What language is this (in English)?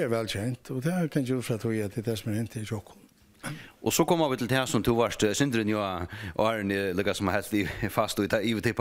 Faroese